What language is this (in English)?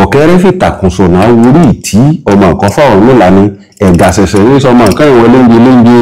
Yoruba